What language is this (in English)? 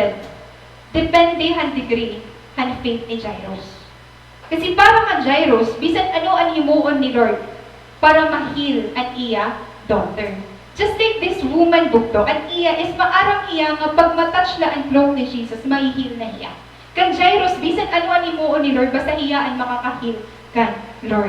Waray